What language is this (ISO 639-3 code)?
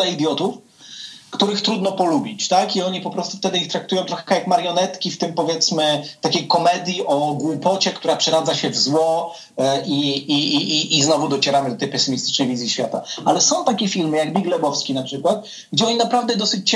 pol